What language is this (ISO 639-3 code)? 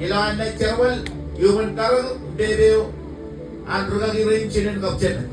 mah